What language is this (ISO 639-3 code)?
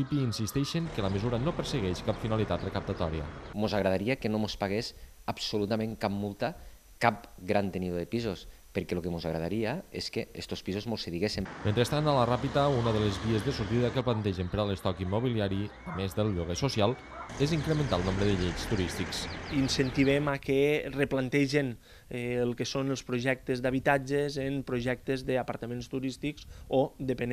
cat